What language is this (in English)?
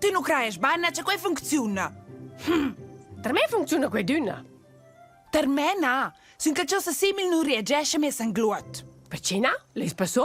Romansh